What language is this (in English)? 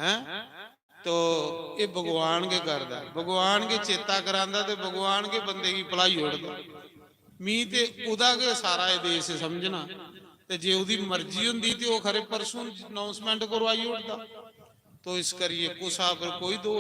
Dogri